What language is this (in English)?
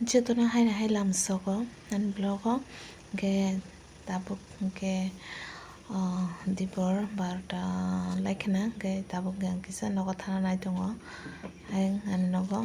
Kok Borok